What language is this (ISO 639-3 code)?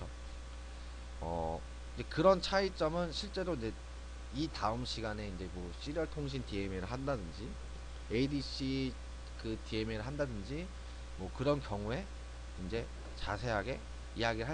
kor